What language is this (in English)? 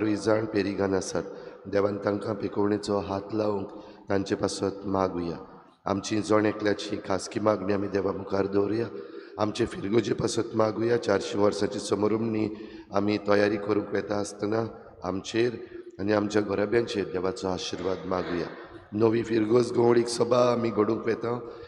Konkani